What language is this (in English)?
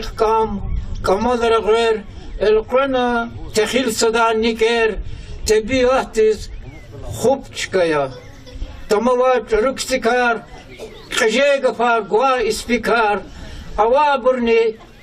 Lezghian